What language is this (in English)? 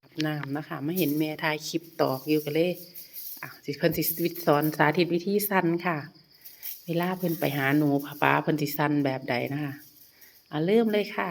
Northeastern Thai